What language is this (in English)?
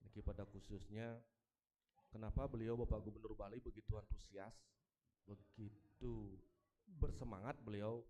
Balinese